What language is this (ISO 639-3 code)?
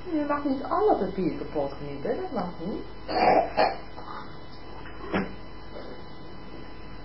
nld